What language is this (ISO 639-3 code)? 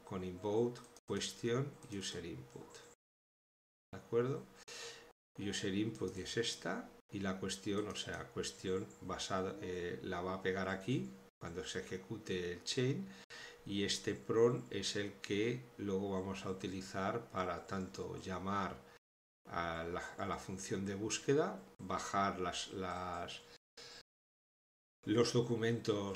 spa